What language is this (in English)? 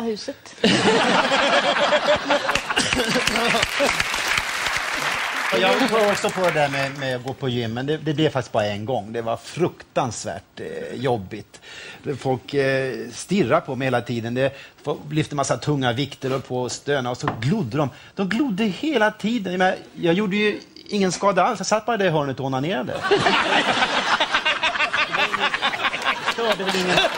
Swedish